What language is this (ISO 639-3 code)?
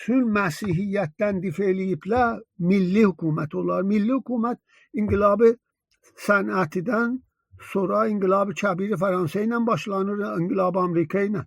azb